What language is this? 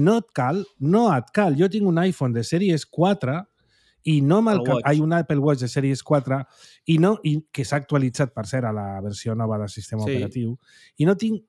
Catalan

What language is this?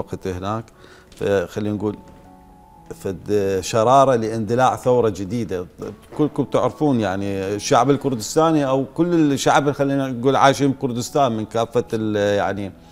Mesopotamian Arabic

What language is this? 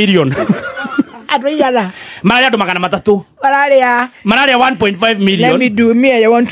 Kikuyu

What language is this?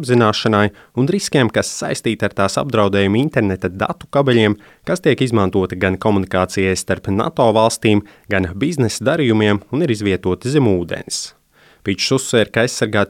Latvian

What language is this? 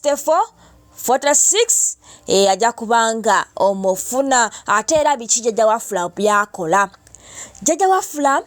Ganda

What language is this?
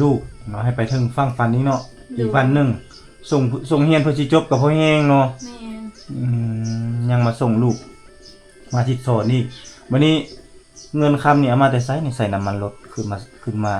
Lao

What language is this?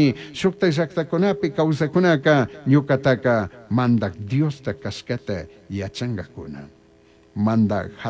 Chimborazo Highland Quichua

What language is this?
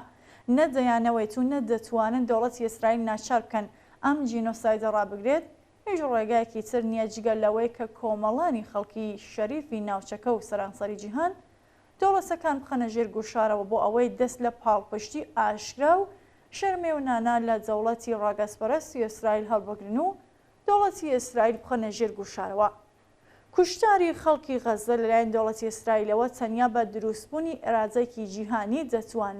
Central Kurdish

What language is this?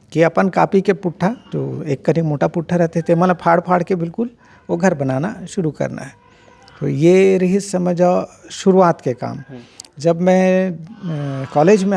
Chhattisgarhi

